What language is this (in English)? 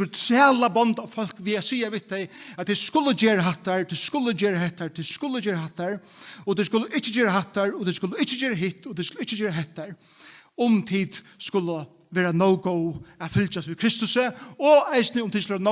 Faroese